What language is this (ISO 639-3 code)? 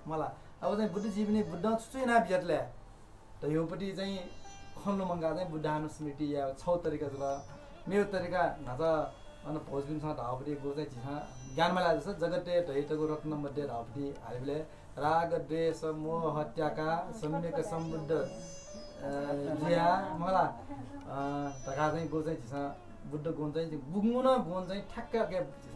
new